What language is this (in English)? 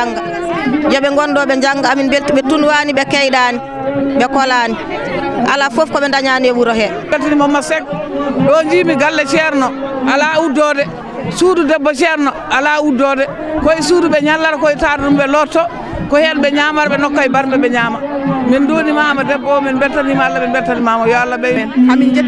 Fula